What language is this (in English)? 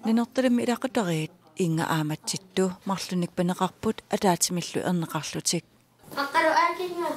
Kalaallisut